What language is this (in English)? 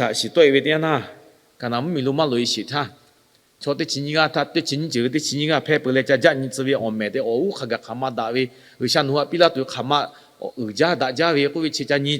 Lahu